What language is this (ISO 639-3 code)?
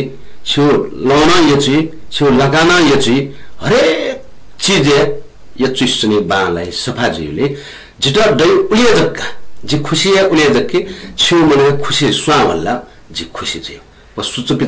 new